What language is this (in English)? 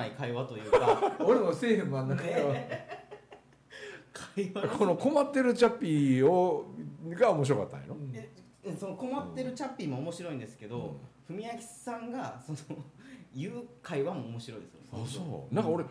Japanese